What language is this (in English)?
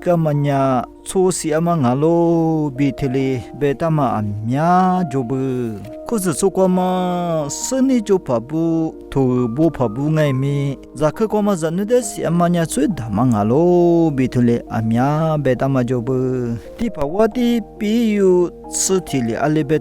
Lisu